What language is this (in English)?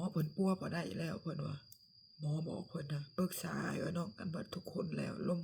Lao